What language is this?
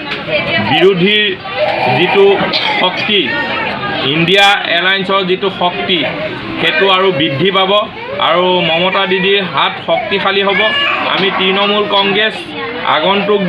Assamese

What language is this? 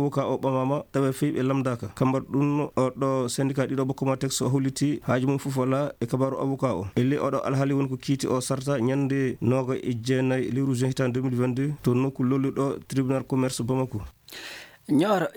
Fula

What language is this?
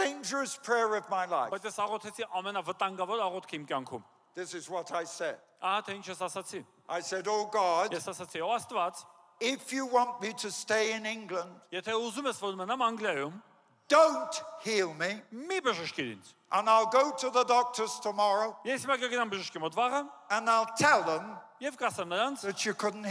Armenian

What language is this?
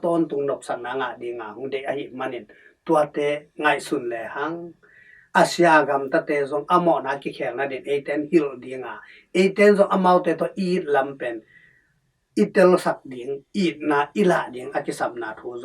Tedim Chin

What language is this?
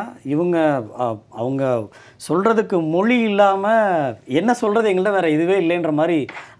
Tamil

